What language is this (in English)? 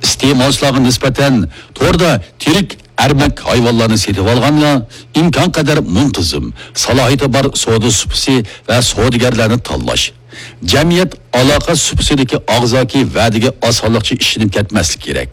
Uyghur